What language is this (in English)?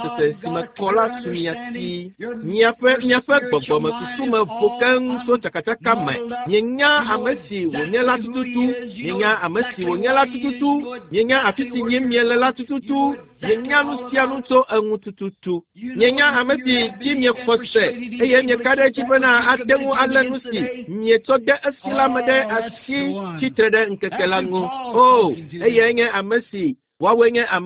Ewe